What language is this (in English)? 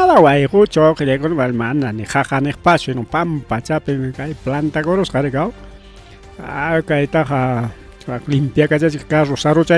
Ayacucho Quechua